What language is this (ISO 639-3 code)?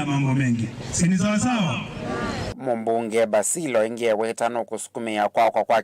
kam